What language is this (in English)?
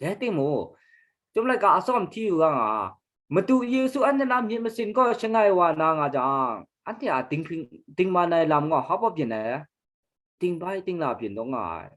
Kachin